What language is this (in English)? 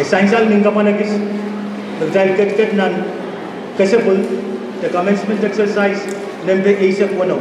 Pohnpeian